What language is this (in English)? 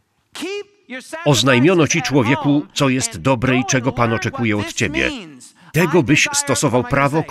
Polish